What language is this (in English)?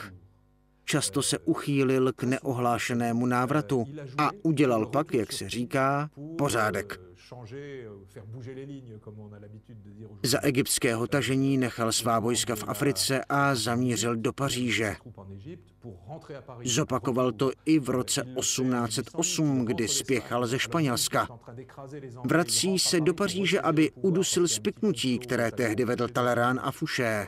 Czech